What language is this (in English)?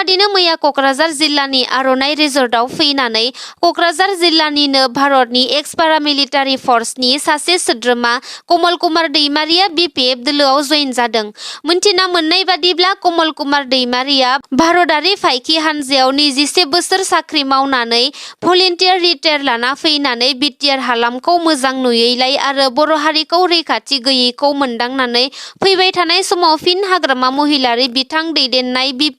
Bodo